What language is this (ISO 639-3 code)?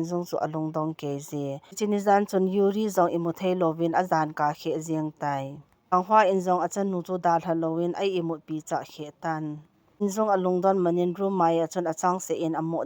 tcz